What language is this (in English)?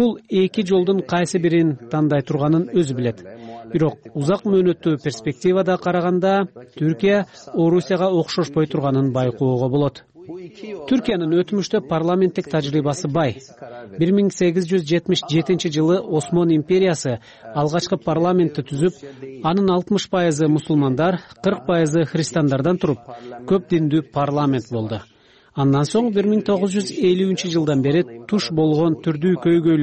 Kyrgyz